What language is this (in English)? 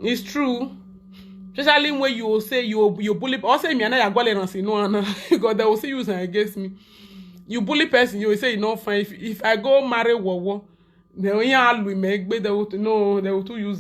Nigerian Pidgin